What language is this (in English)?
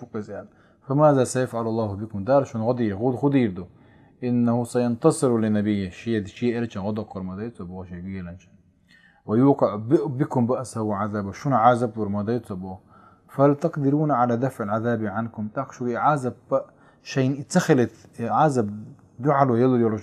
Chechen